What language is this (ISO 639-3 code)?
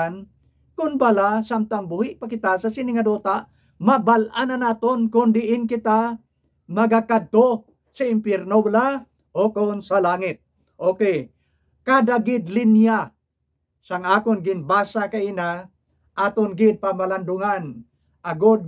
hil